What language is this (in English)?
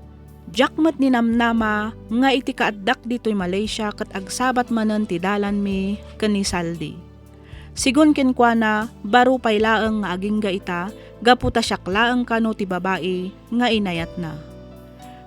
Iloko